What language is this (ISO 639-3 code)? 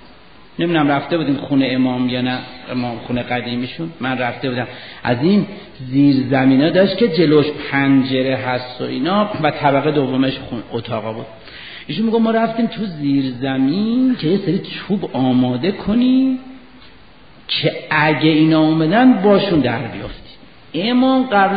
fas